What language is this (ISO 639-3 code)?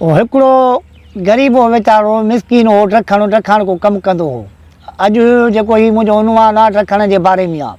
snd